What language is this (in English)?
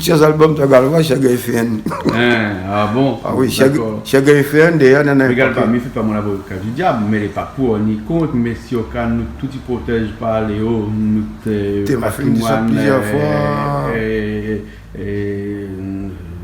Réunion Creole French